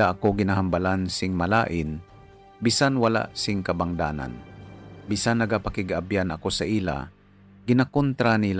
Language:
Hiligaynon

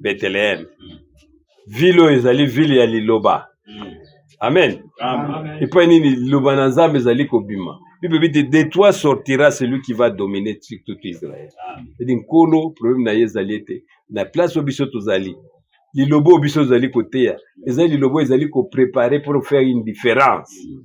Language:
Lingala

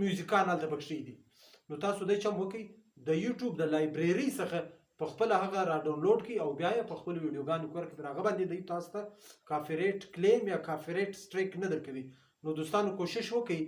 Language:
Pashto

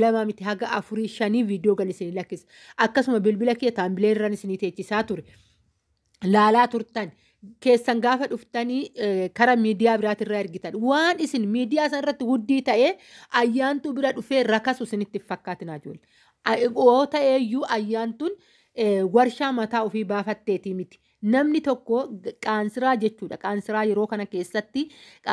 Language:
Oromo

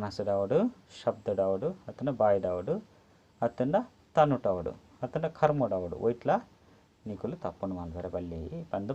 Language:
Tulu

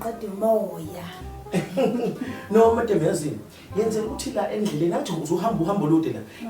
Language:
Zulu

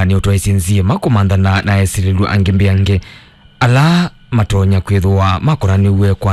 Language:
Kamba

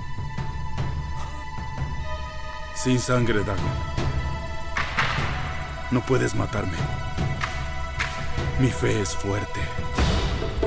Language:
Spanish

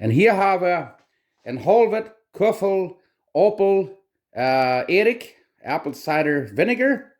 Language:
Plautdietsch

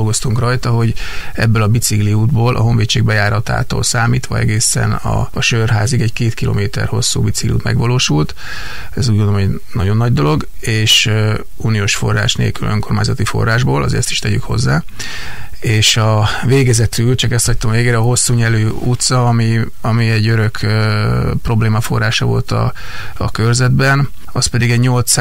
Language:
Hungarian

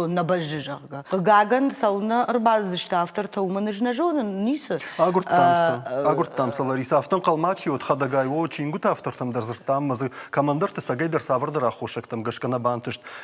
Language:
Ossetic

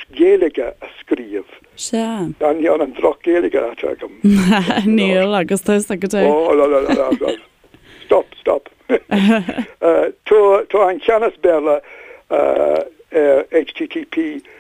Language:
Irish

